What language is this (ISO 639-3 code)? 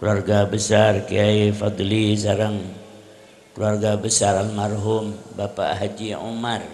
mad